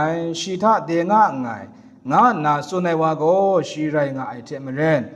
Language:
Kachin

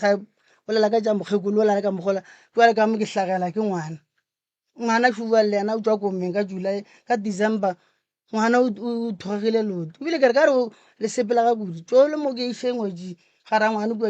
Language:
Northern Sotho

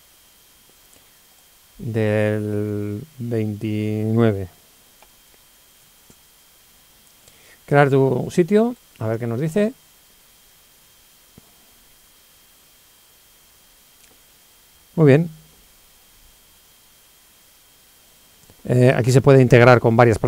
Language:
Spanish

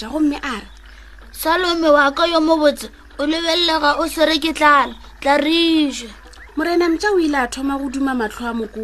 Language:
Northern Sotho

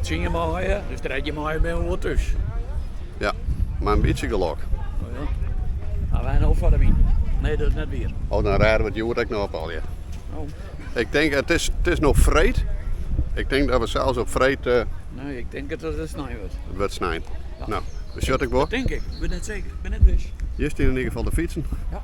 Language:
Western Frisian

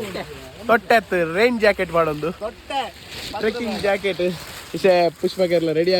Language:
Tulu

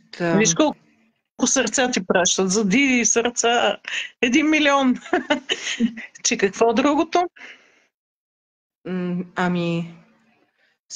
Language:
Bulgarian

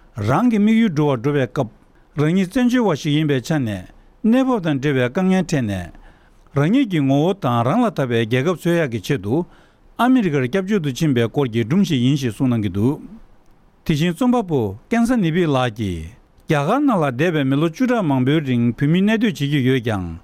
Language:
Tibetan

